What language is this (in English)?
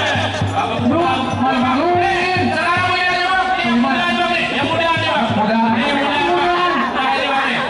Betawi